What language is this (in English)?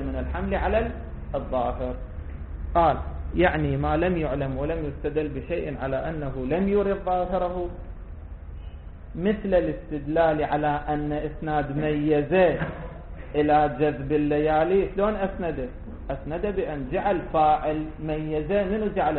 Arabic